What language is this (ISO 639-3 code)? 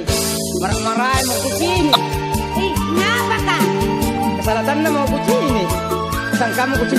mak